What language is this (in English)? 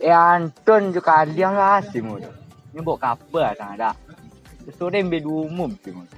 Minangkabau